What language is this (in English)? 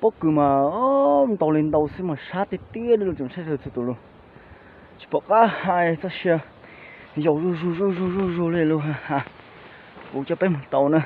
Hmong